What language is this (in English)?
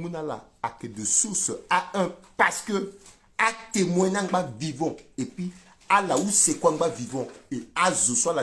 Sango